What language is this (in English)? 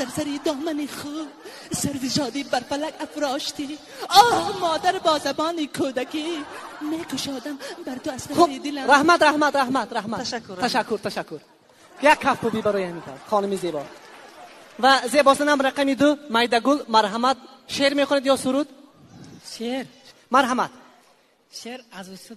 Tajik